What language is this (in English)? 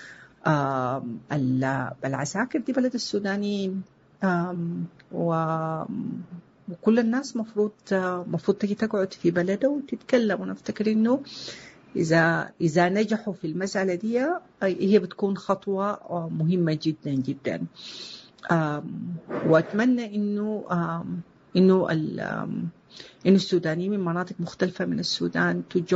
Sudanese Arabic